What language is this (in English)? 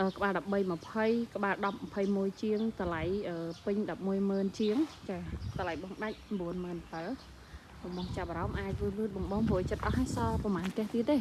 Khmer